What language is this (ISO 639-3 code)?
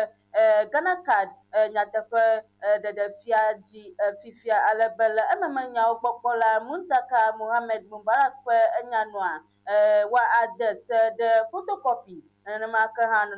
ewe